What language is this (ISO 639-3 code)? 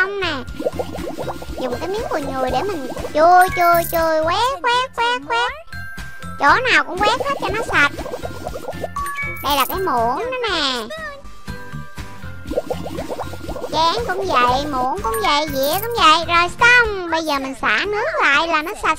vie